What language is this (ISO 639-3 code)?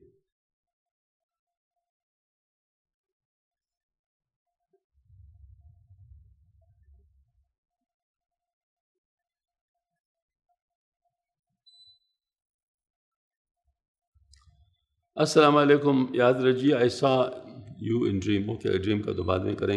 urd